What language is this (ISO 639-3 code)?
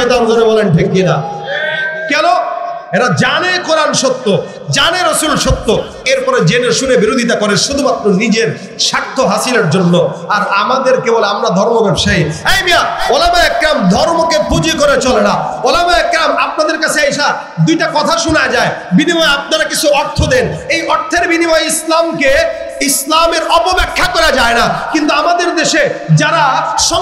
ben